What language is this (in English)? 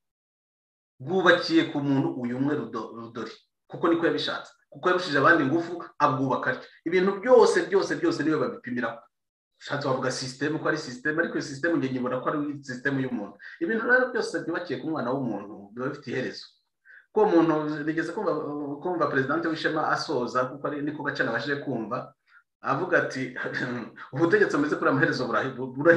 Kinyarwanda